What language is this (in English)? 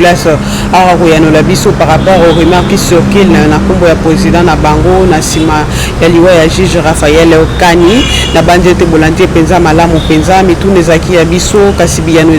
Lingala